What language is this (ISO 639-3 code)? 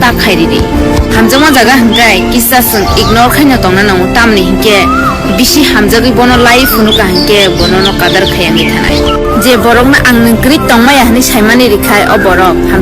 trp